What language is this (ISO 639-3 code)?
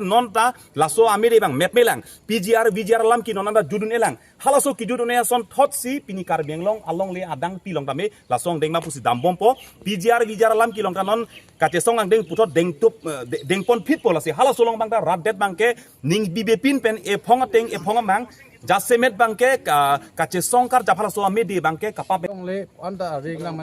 mjw